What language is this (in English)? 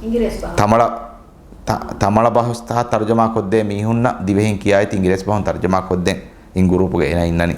Divehi